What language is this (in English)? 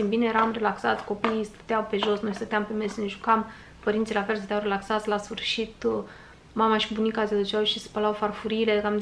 Romanian